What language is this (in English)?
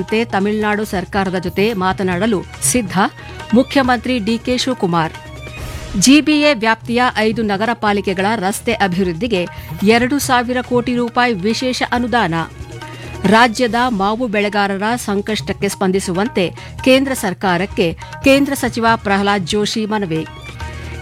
Kannada